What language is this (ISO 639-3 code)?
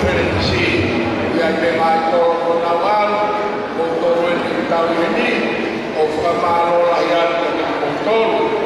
ton